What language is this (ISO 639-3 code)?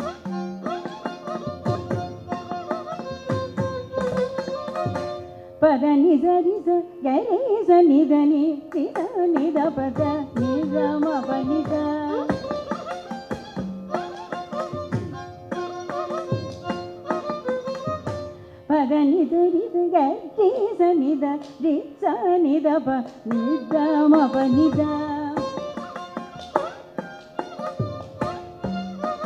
tam